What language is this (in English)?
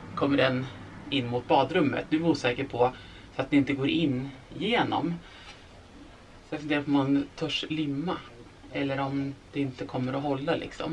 Swedish